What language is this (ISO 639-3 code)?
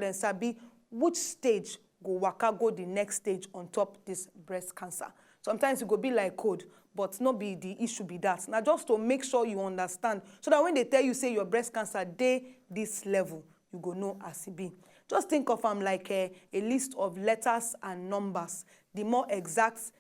pcm